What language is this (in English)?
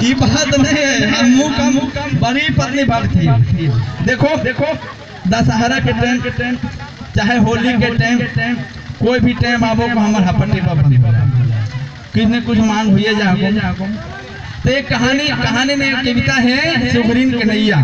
Magahi